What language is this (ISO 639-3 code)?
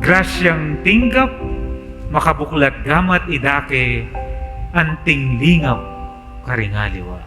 pam